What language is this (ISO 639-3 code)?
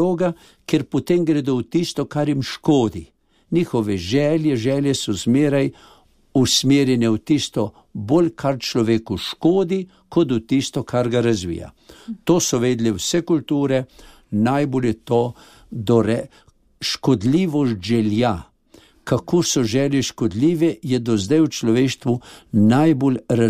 slv